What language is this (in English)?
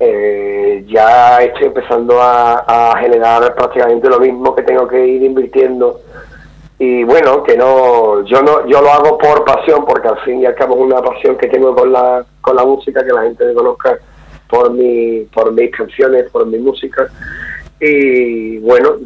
Spanish